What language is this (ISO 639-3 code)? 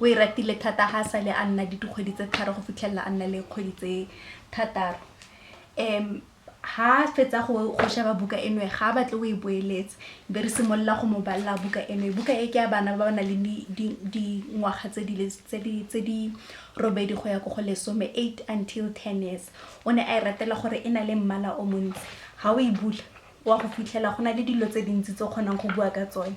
tsn